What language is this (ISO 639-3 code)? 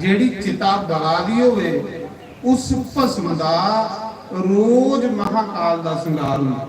doi